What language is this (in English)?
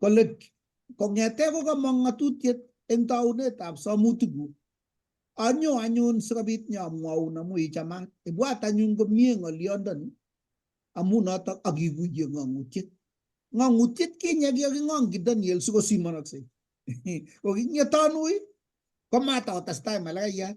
Kalenjin